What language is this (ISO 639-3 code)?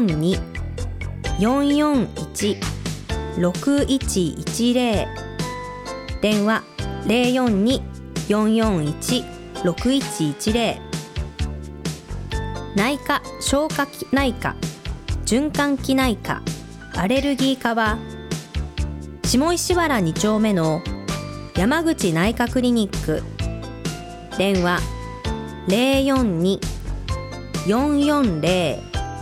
jpn